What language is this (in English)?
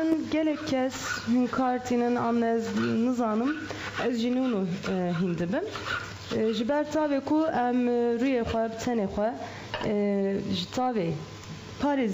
Kurdish